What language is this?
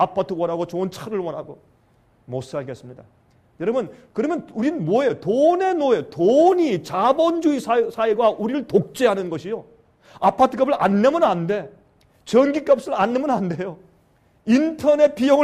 Korean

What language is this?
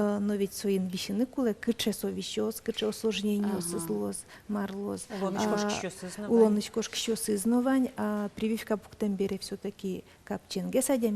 Udmurt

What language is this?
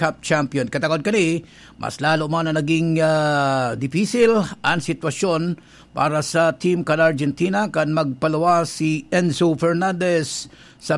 Bikol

